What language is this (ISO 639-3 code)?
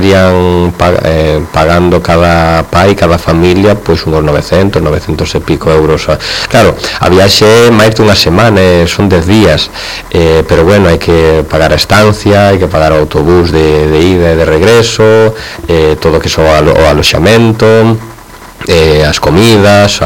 glg